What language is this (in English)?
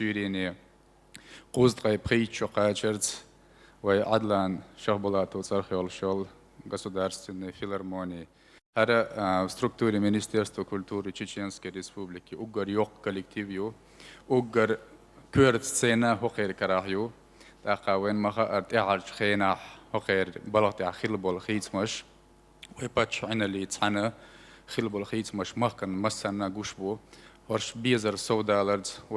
Chechen